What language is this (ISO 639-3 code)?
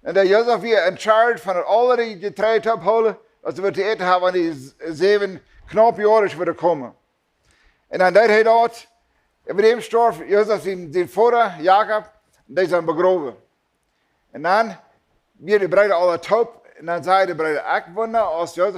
pdt